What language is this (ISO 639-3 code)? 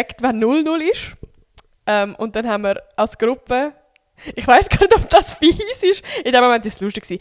gsw